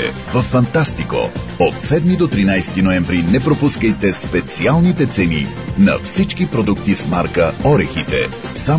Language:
Bulgarian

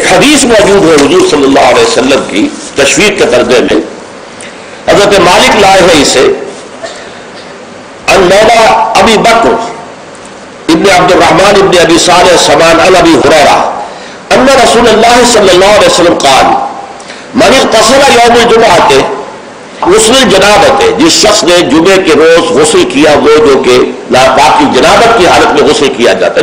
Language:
Urdu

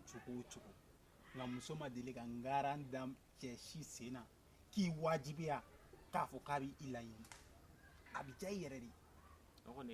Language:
Bambara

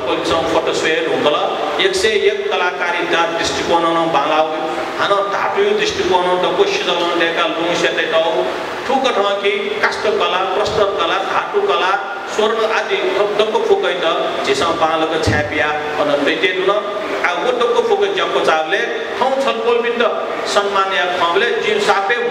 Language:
Newari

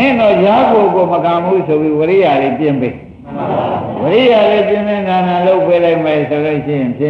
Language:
Burmese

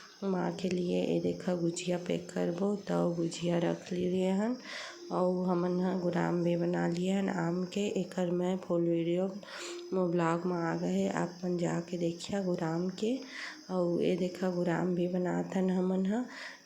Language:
Chhattisgarhi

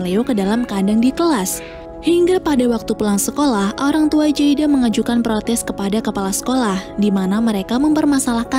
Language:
Indonesian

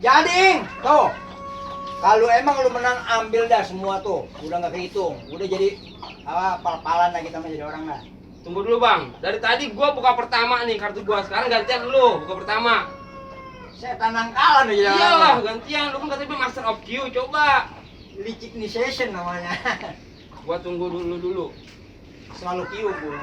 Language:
Betawi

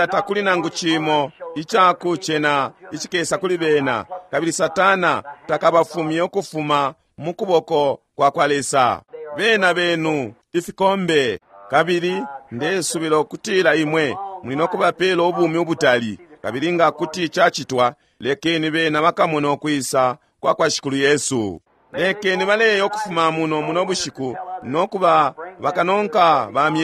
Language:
Bemba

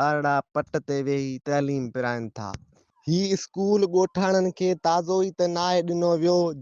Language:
Sindhi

